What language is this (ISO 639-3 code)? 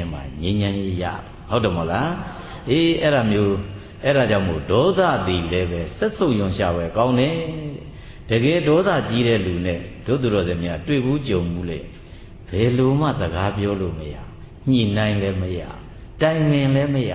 mya